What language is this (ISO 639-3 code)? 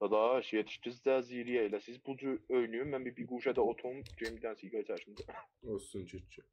azb